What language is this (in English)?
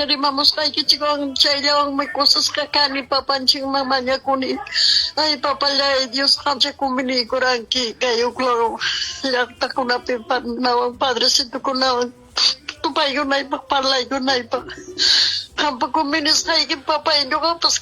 Ayacucho Quechua